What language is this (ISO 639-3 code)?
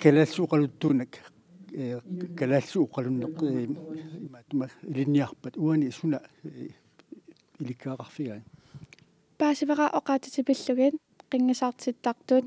kal